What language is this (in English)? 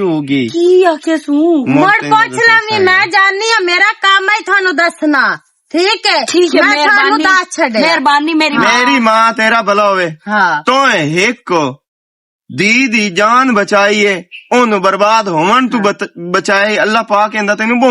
Western Panjabi